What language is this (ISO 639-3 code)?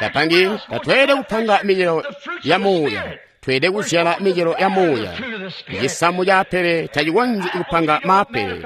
toi